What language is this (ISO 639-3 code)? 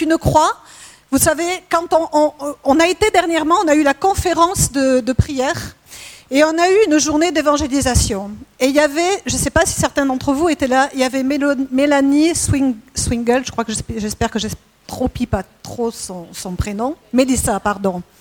fra